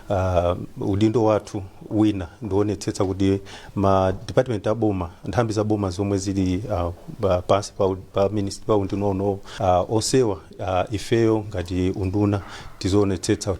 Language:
Nyanja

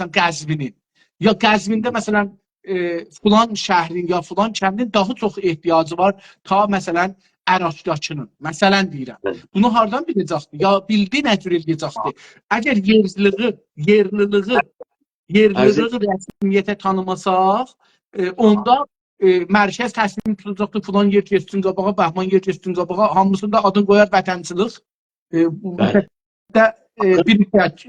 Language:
South Azerbaijani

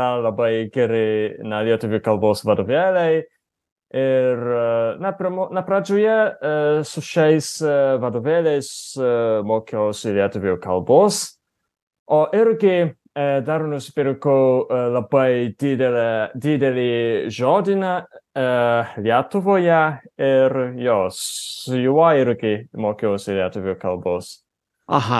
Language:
Lithuanian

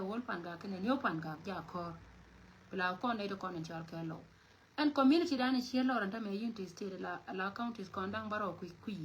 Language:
Nuer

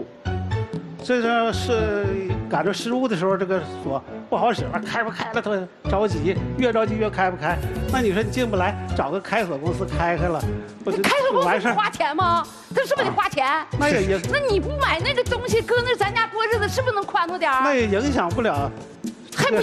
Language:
Chinese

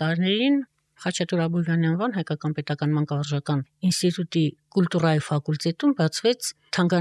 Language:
Armenian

